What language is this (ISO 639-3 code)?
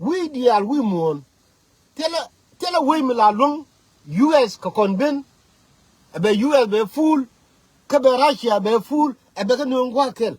nus